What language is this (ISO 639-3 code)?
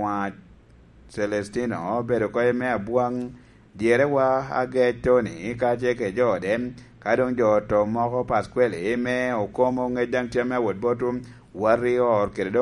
laj